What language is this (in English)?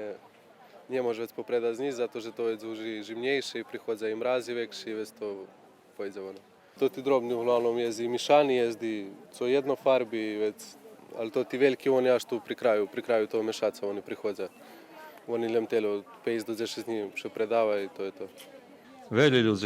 Rusyn